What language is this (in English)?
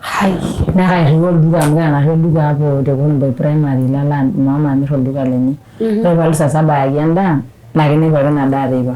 Masai